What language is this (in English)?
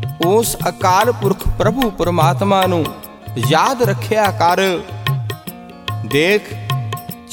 Punjabi